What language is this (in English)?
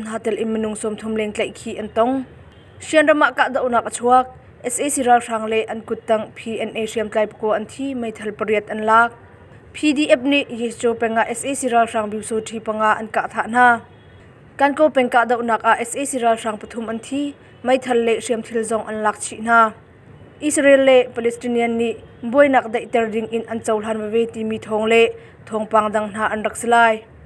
Hakha Chin